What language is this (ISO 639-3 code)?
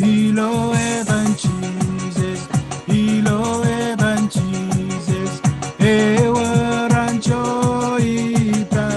mah